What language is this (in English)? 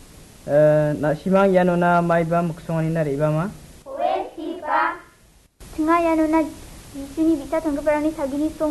Garo